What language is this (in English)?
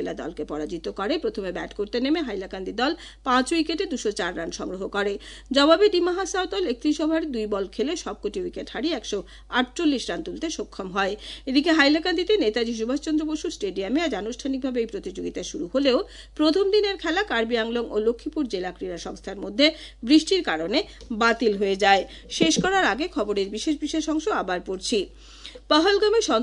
Bangla